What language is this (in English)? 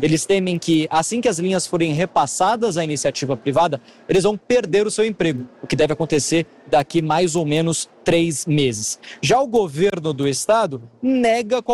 Portuguese